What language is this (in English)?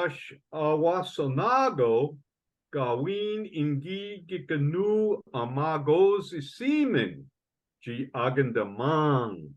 Chippewa